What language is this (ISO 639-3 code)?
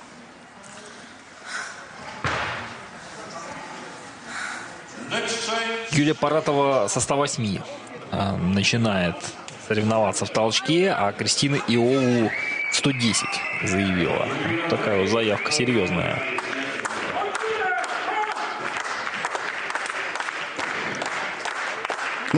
rus